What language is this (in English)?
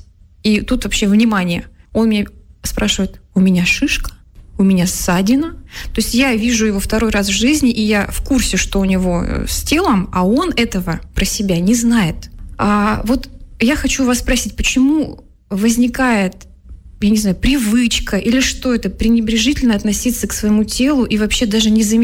Russian